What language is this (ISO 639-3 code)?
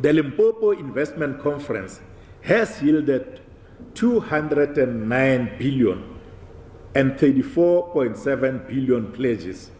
tsn